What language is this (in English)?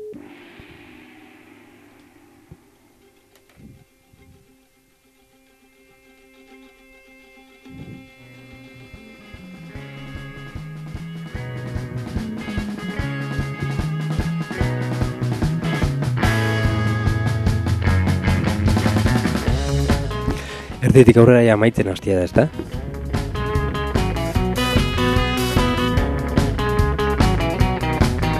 Basque